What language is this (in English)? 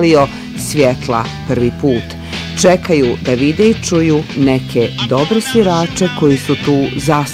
Bosnian